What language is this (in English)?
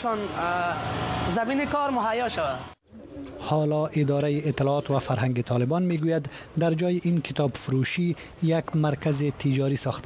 Persian